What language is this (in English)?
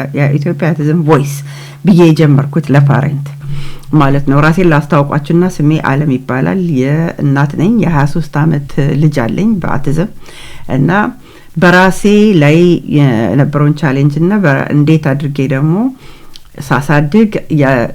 Amharic